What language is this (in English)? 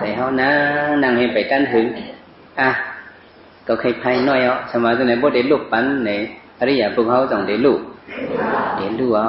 Shan